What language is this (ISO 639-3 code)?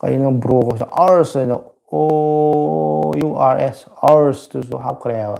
mni